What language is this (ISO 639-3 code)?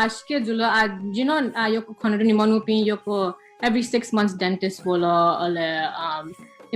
new